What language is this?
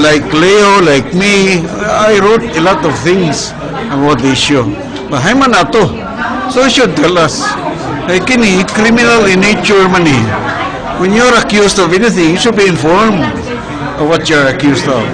Cebuano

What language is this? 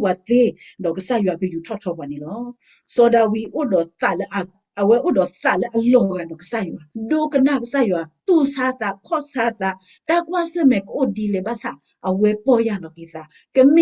S'gaw Karen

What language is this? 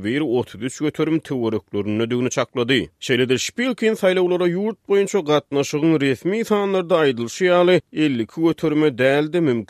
Turkmen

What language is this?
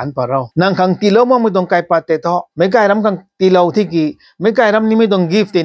Rongmei Naga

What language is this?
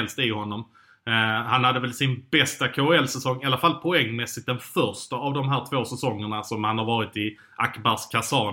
Swedish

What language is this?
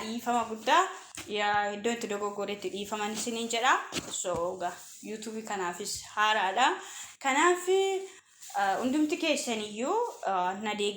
Oromo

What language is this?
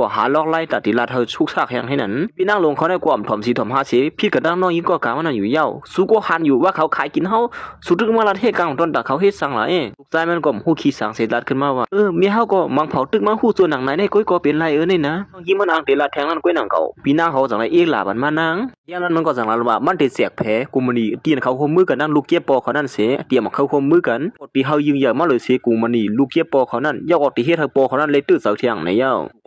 Shan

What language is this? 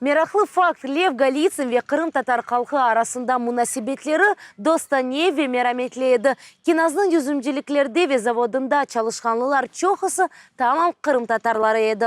Crimean Tatar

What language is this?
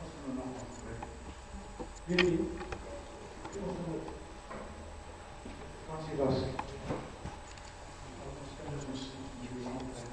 Afrikaans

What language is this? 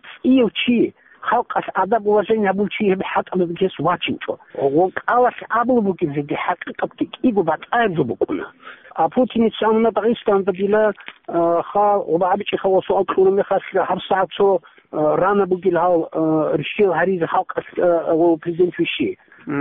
Avaric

